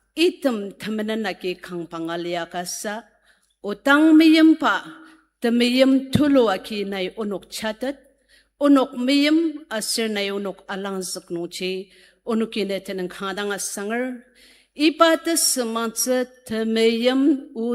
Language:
Ao Naga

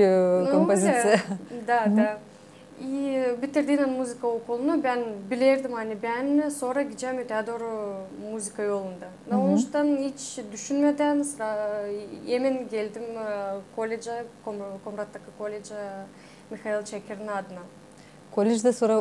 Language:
Gagauz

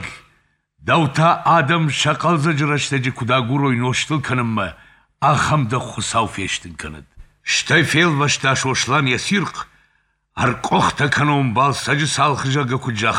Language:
Ossetic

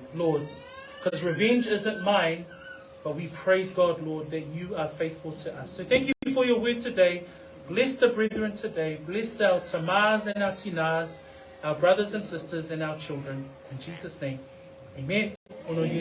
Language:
Samoan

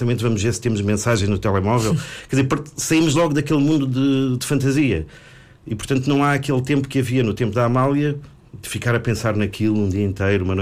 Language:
Portuguese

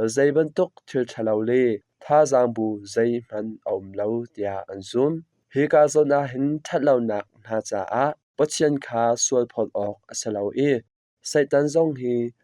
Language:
Hakha Chin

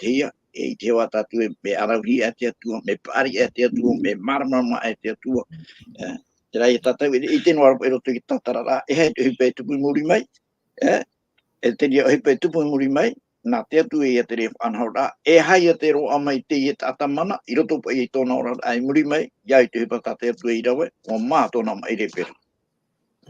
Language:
Tahitian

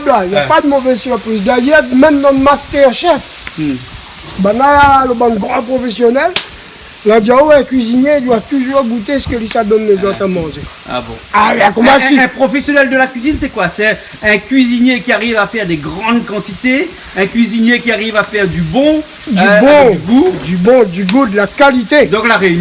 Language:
Réunion Creole French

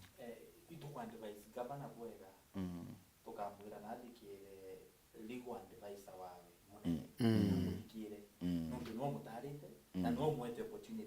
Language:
Meru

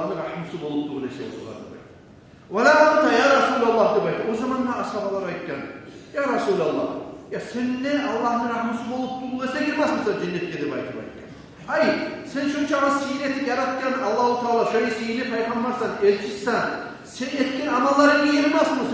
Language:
Kumyk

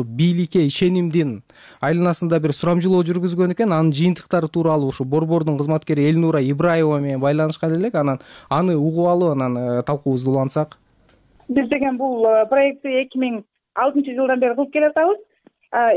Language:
Kyrgyz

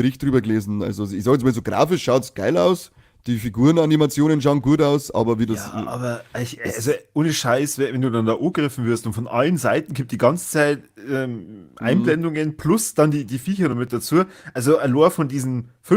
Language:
Bavarian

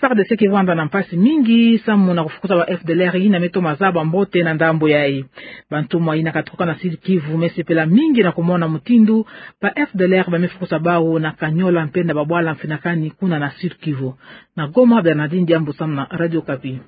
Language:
Kituba (Democratic Republic of Congo)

